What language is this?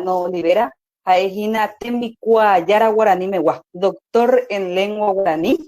Guarani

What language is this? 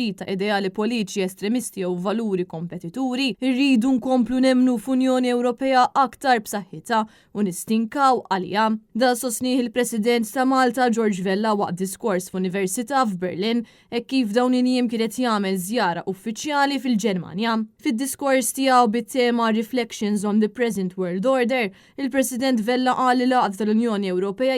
Maltese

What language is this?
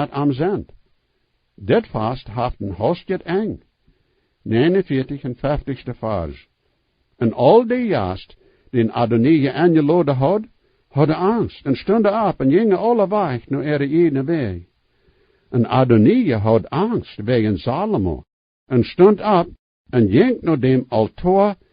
Plautdietsch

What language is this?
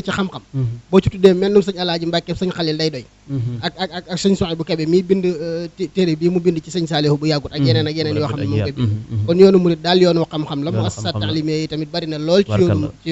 Wolof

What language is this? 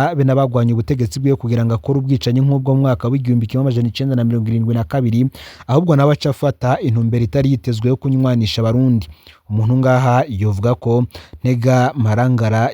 Rundi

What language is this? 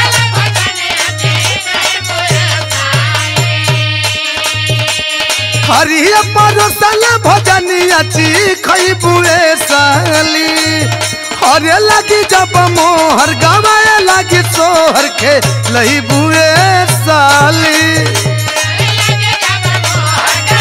Bhojpuri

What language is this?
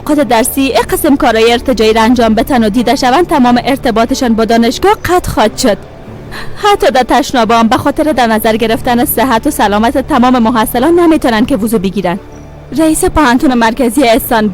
Persian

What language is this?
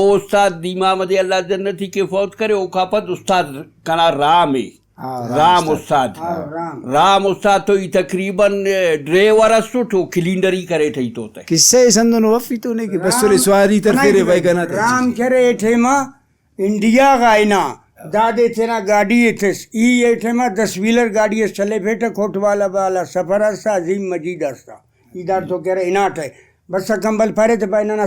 Brahui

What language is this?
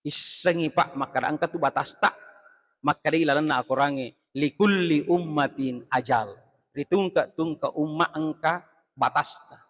Buginese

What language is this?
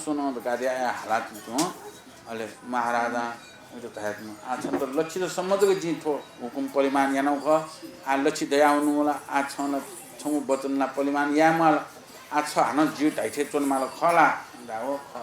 Newari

